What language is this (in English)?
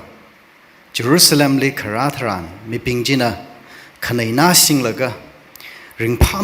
Tangkhul Naga (India)